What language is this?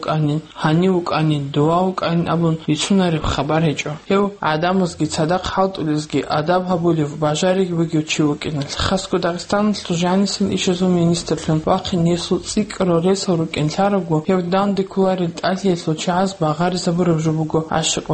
Avaric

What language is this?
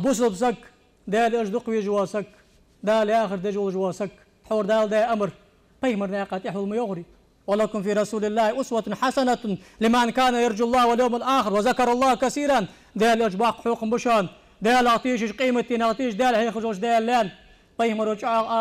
Ingush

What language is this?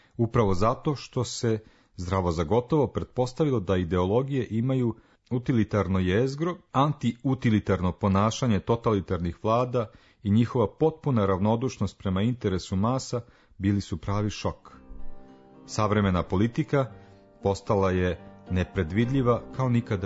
Serbian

